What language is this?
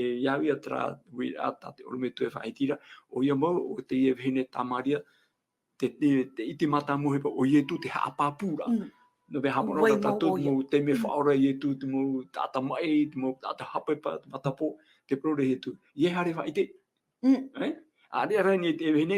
Tahitian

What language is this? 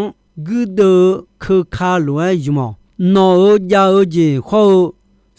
Akha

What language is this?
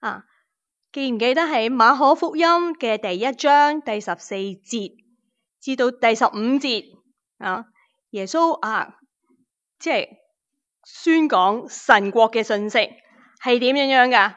Cantonese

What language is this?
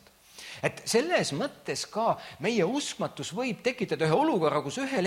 Estonian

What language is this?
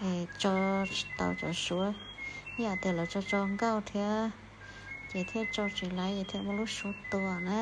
Hmong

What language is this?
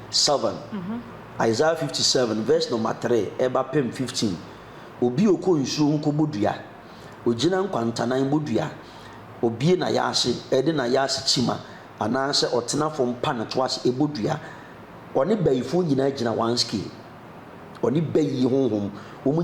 Akan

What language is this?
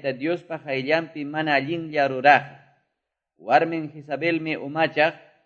Quechua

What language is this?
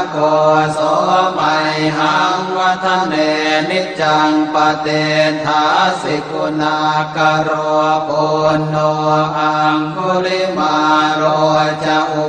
Pali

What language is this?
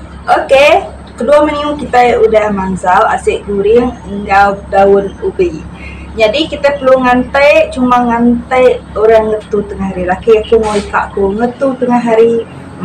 Iban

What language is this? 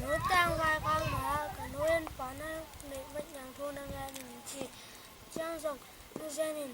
Tedim Chin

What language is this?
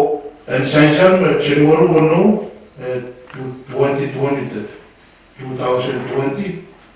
Pohnpeian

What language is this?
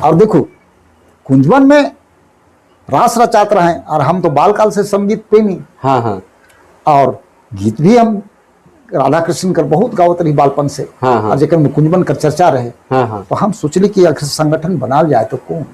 Sadri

